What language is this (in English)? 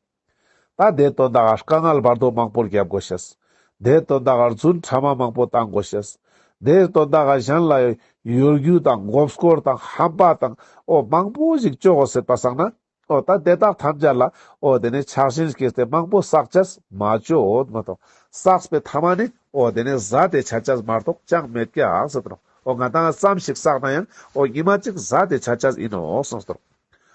Ladakhi